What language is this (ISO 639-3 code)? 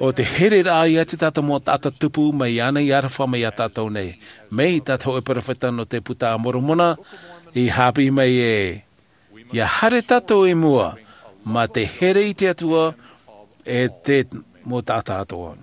tah